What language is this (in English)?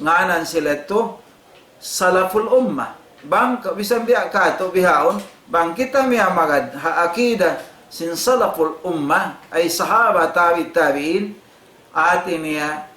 Tausug